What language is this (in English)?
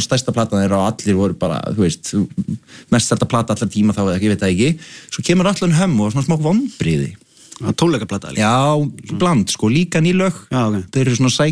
Icelandic